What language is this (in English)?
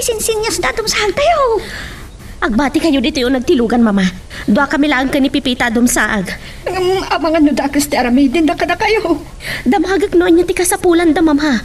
Iloko